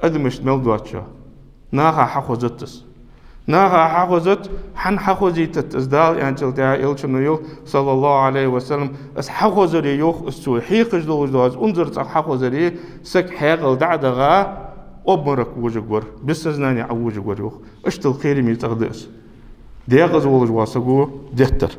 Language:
Ingush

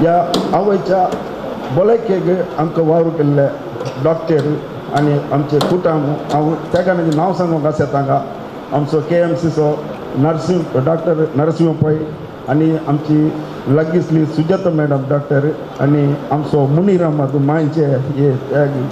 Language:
Konkani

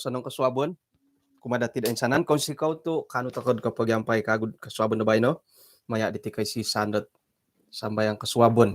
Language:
Central Dusun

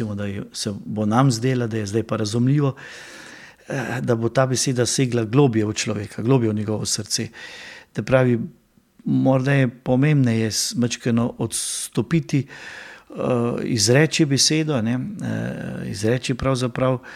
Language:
Slovenian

